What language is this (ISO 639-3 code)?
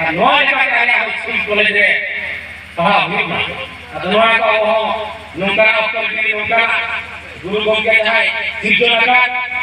sat